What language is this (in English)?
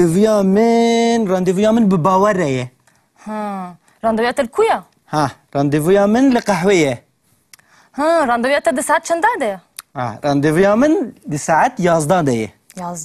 Kurdish